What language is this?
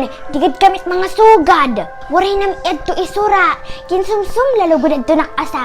Waray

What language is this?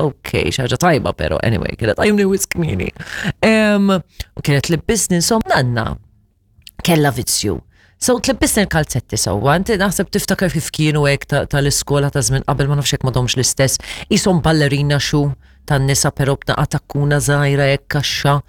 Maltese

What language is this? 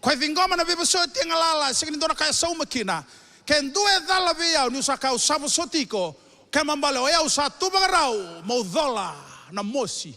Fijian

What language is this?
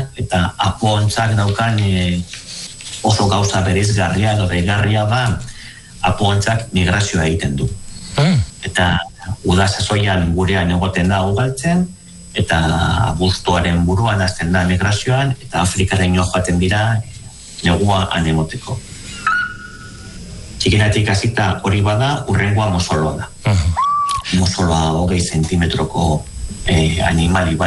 Basque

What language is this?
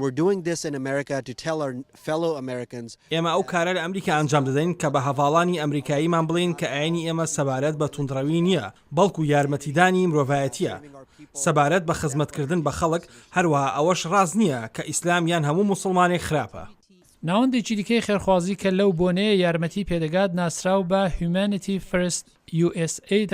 Central Kurdish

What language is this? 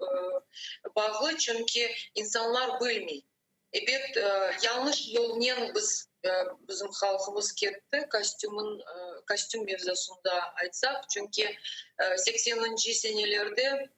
Crimean Tatar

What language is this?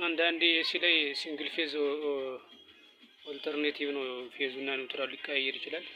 Amharic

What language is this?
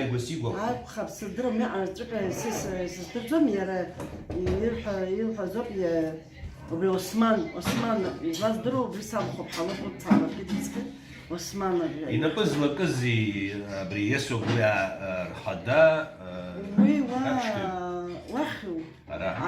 Abkhazian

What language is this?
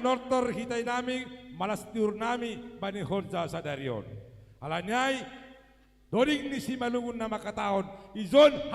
Batak Simalungun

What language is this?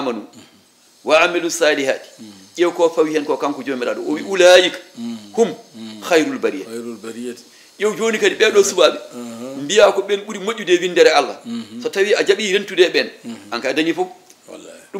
Fula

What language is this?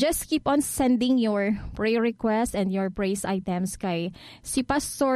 Hiligaynon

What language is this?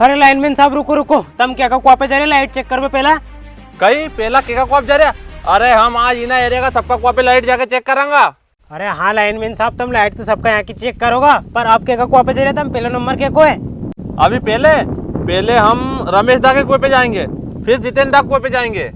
Rajasthani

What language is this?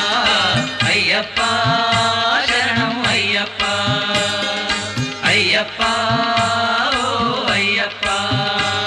Telugu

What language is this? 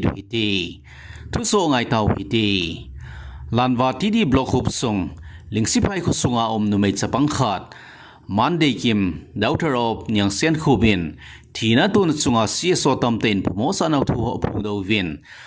Thado Chin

